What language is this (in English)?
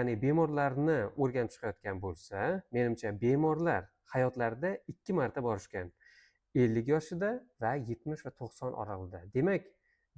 Uzbek